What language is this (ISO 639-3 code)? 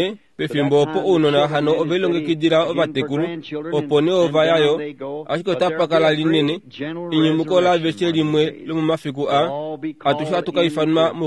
kua